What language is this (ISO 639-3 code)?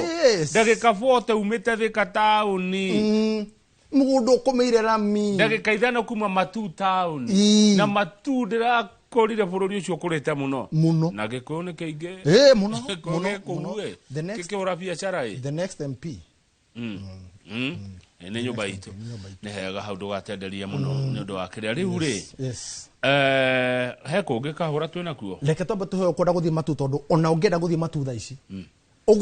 kik